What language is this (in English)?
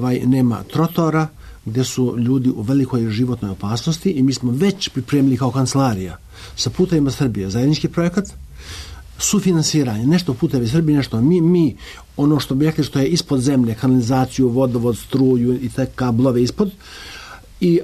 Serbian